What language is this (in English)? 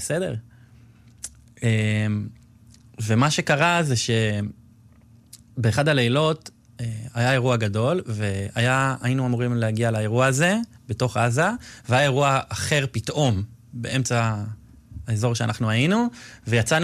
Hebrew